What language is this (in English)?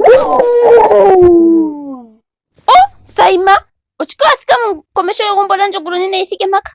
Ndonga